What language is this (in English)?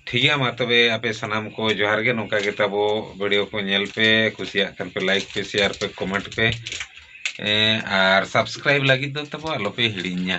Santali